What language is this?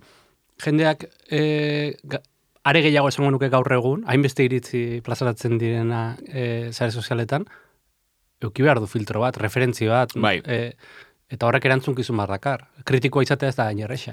Basque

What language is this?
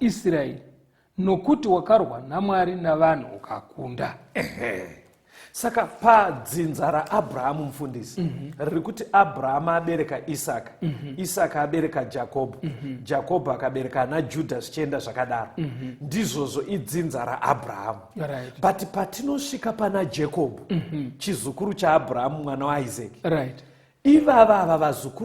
Shona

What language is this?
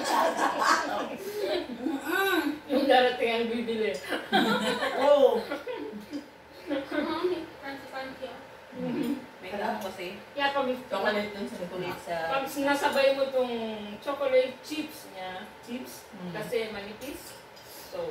Filipino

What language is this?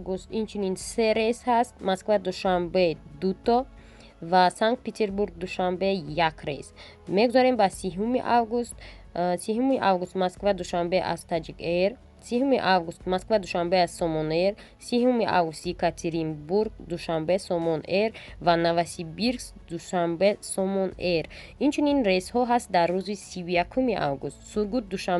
Tajik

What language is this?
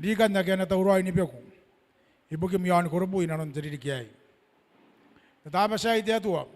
Gilbertese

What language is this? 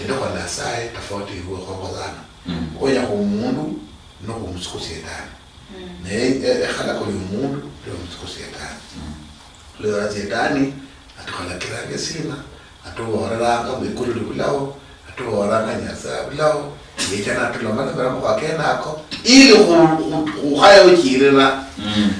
Luyia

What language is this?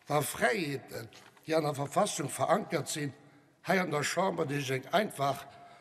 Luxembourgish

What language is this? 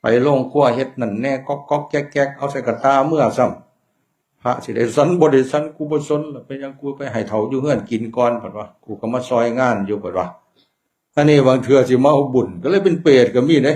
Northeastern Thai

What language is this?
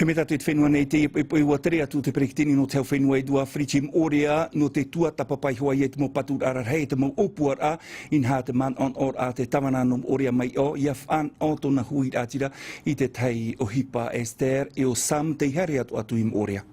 Tahitian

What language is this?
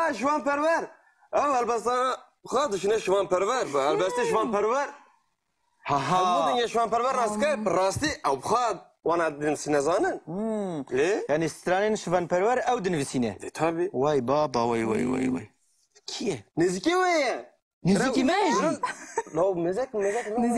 Kurdish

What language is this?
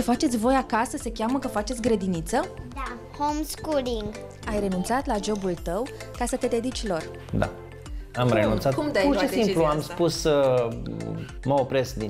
Romanian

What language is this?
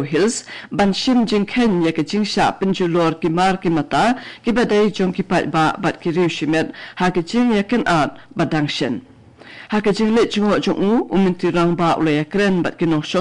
Khasi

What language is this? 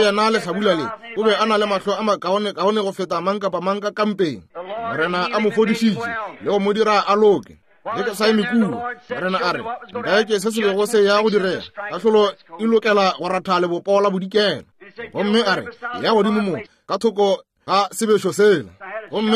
Northern Sotho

